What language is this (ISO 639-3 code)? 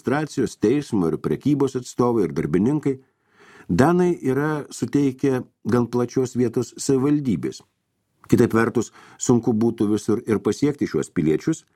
lit